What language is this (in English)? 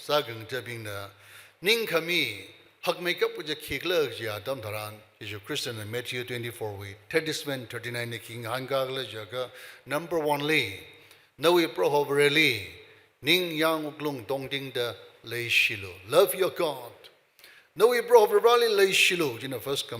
Tangkhul Naga (India)